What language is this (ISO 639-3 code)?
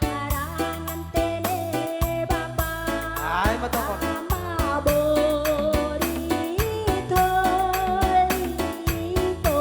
bts